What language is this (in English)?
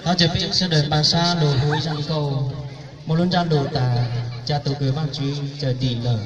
Hmong